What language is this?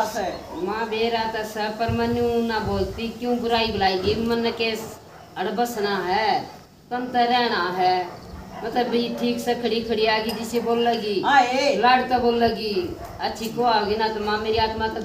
Haryanvi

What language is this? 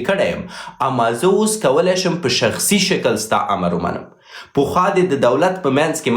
Pashto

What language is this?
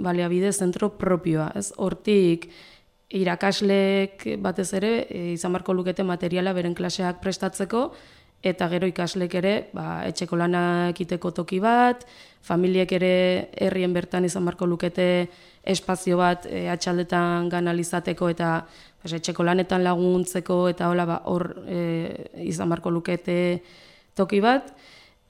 Basque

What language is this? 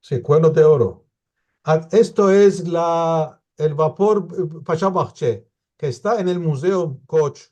Ladino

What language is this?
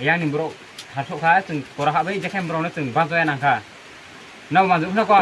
Kok Borok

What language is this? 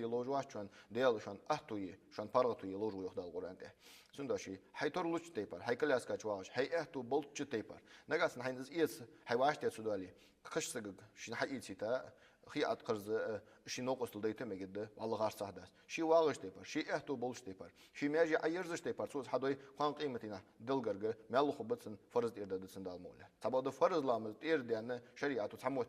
Ingush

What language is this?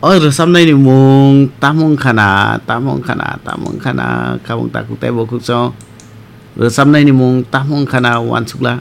Kok Borok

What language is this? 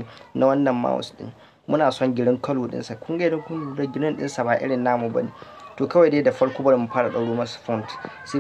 Hausa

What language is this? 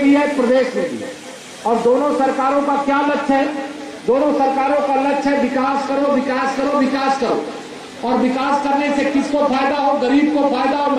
Hindi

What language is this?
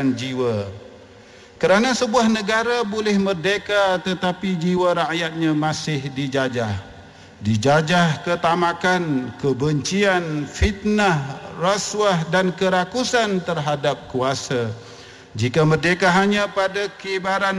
Malay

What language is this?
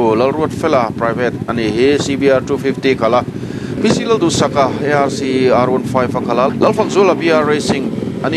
Mizo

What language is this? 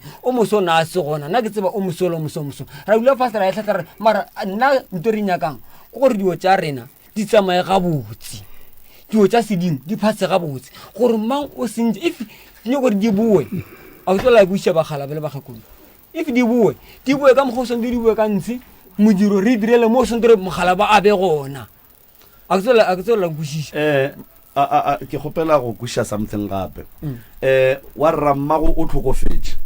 Northern Sotho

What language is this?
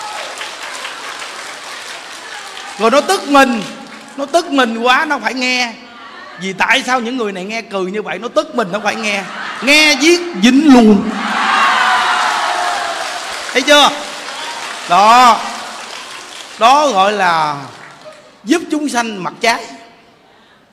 Vietnamese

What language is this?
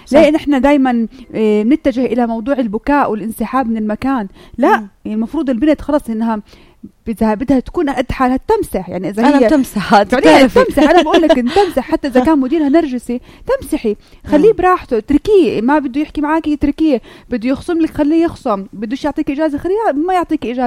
North Levantine Arabic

